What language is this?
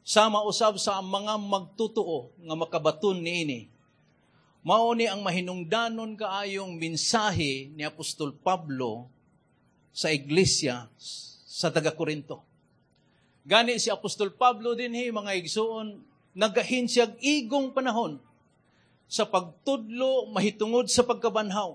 Cebuano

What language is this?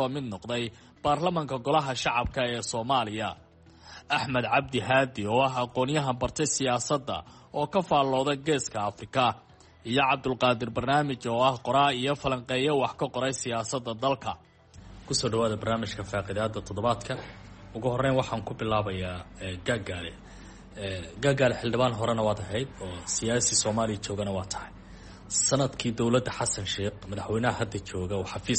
Somali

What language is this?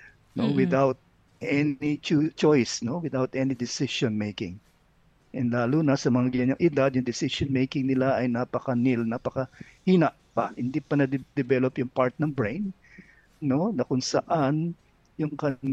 Filipino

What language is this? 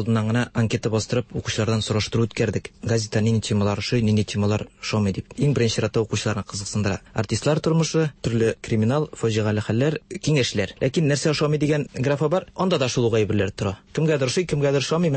Tatar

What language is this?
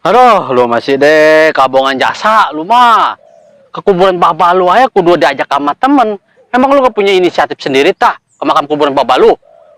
Betawi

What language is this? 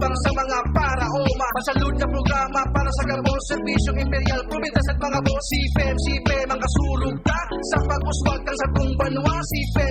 Bikol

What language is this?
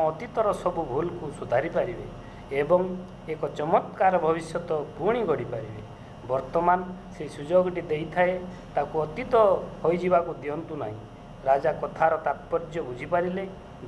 Odia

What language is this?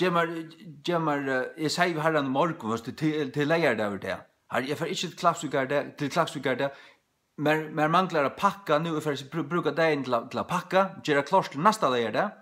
Faroese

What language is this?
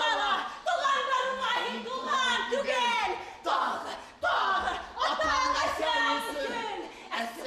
Bashkir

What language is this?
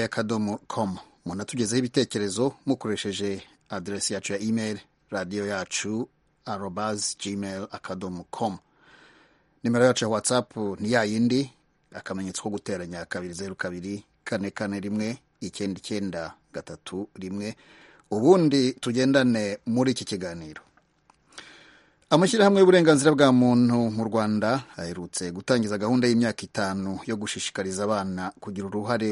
Kinyarwanda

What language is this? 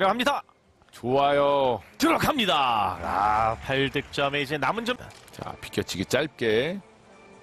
Korean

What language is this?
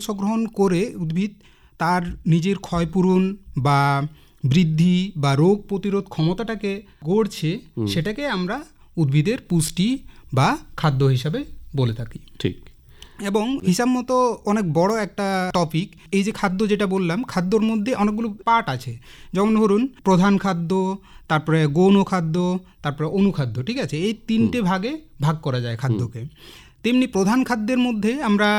Bangla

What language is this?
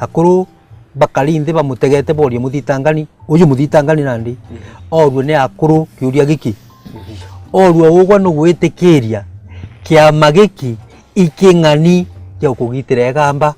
Meru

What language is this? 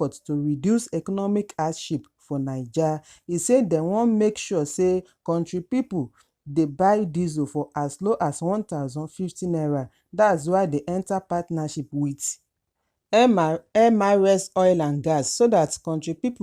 Nigerian Pidgin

